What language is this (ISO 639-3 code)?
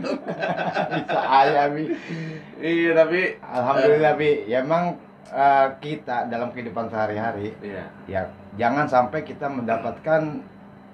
bew